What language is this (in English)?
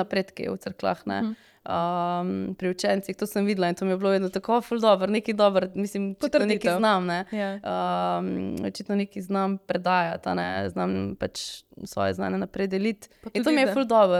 Slovenian